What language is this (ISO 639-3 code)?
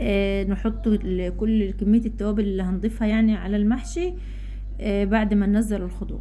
arz